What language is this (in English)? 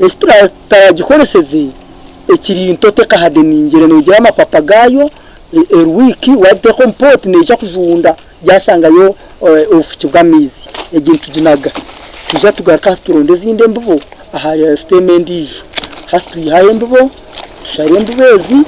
Nyankole